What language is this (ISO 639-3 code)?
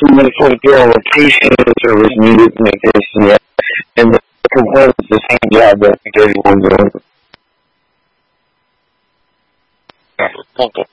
eng